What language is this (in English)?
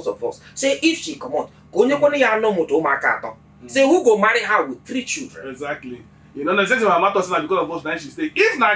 Nigerian Pidgin